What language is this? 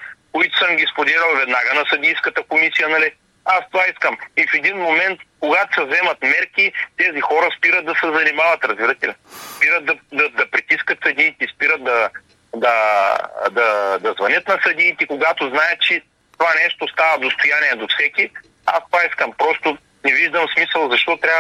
Bulgarian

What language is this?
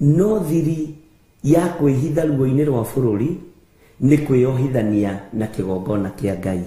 Kikuyu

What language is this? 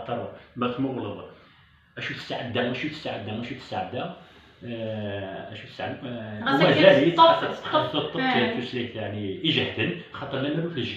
Kabyle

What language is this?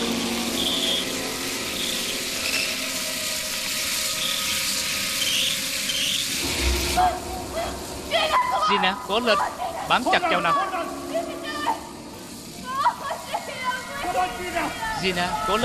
Vietnamese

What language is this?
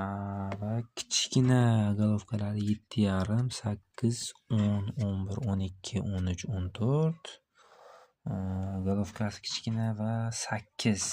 Uzbek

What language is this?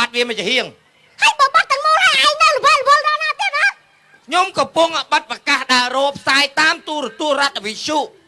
Khmer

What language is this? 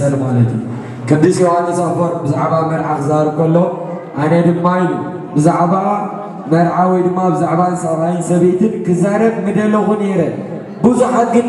Tigrinya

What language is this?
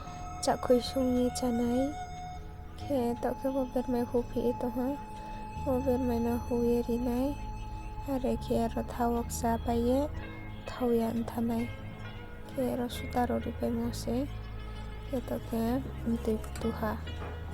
Riang (India)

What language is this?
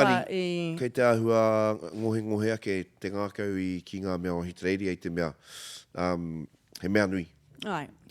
Māori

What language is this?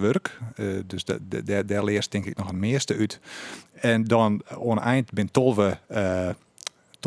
Western Frisian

